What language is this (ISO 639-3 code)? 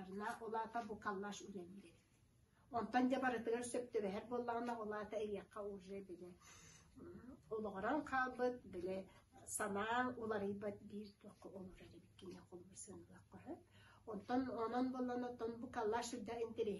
sah